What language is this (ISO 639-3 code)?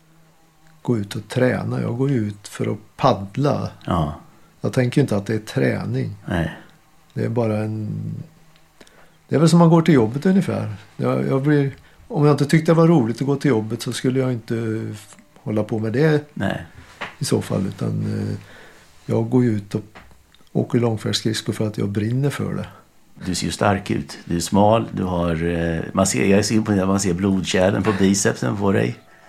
swe